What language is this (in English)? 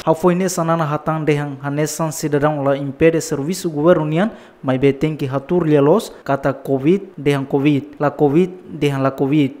Tetum